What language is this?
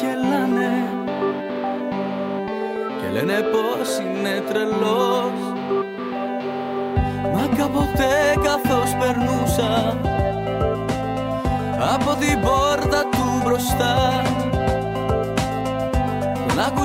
Greek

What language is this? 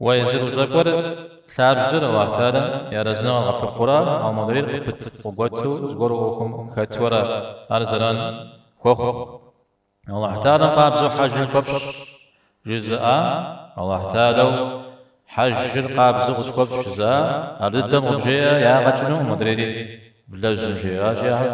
Kabardian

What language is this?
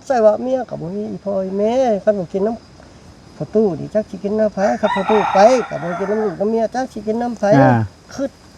Northeastern Thai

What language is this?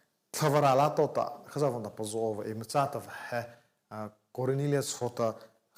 Mara Chin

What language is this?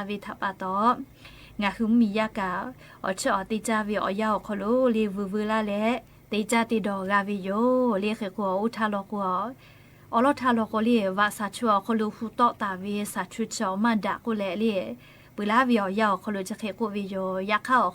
Lahu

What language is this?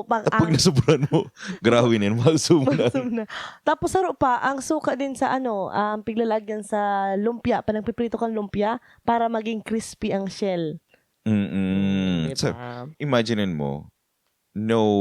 Bikol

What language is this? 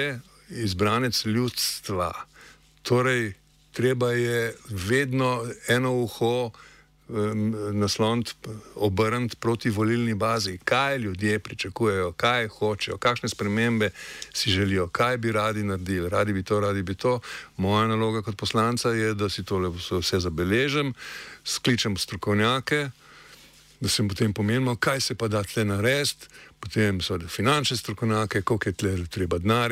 Slovenian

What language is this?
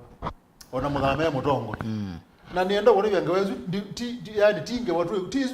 Kamba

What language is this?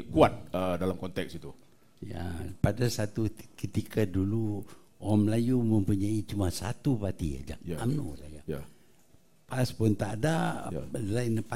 Malay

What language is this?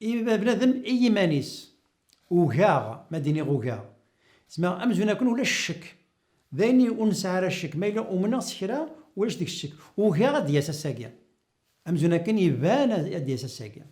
Kabyle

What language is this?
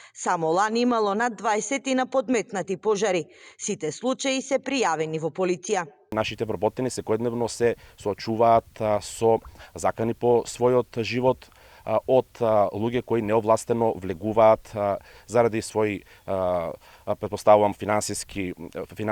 Macedonian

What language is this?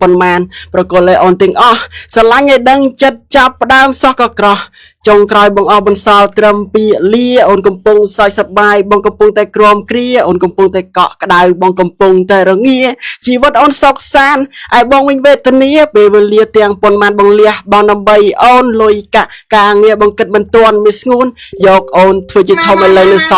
Khmer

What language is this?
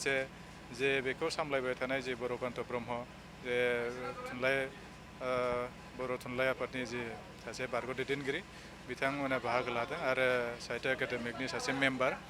Bodo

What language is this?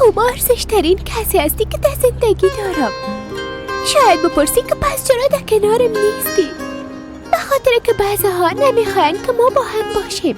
Persian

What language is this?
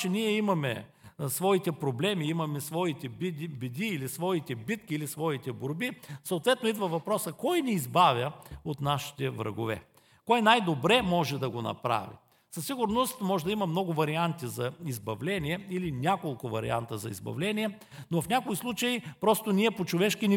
Bulgarian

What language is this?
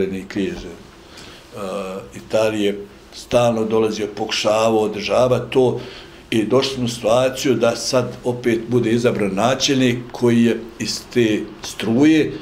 Bosnian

